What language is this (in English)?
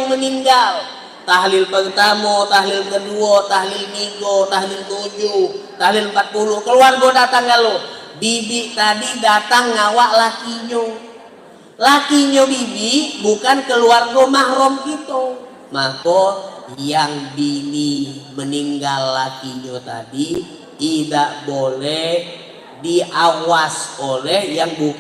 Musi